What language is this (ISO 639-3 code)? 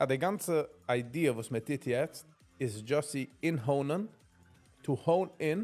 yid